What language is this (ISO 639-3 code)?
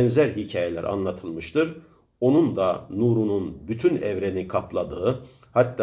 tur